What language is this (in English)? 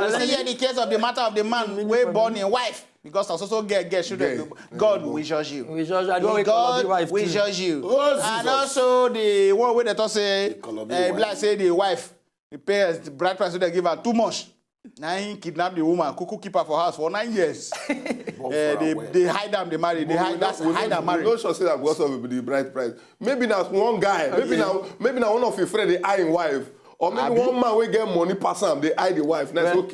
Nigerian Pidgin